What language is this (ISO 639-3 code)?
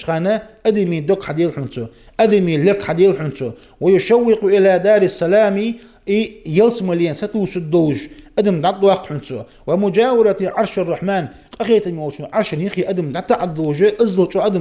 inh